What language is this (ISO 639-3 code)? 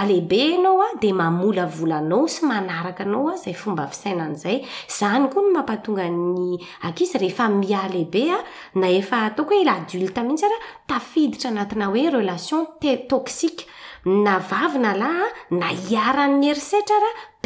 mlg